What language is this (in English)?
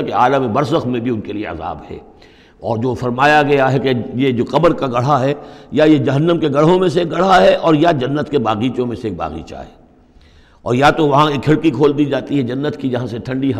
Urdu